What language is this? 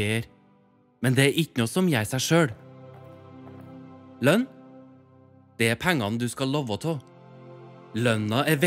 Norwegian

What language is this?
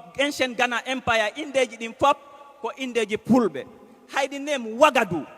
Fula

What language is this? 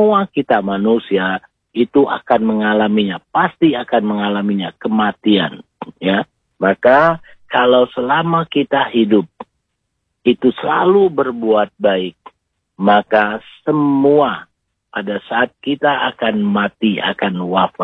Indonesian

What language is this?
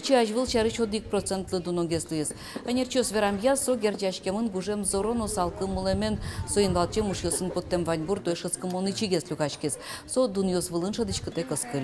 Udmurt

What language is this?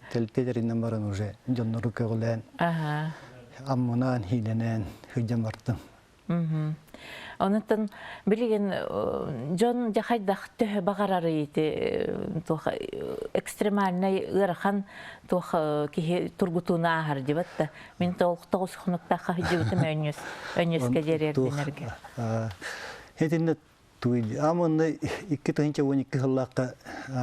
Yakut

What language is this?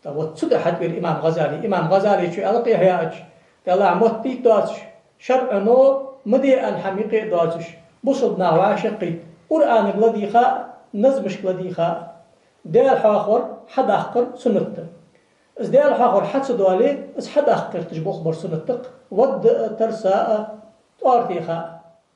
Ingush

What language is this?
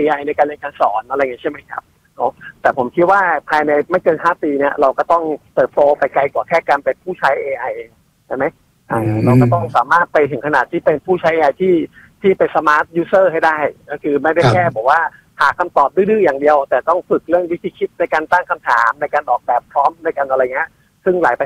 Thai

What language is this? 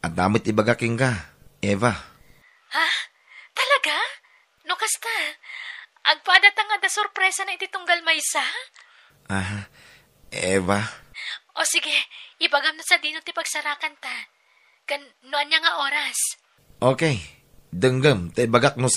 Iloko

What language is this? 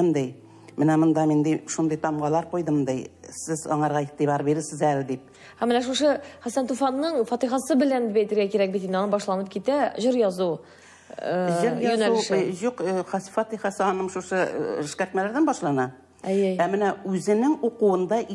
Tatar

